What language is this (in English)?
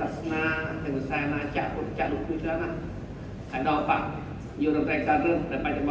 Khmer